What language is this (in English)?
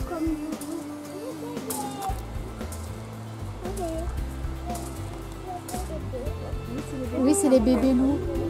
French